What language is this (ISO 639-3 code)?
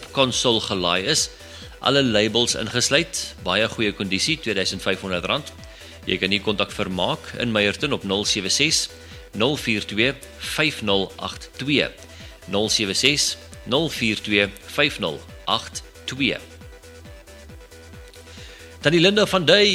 afr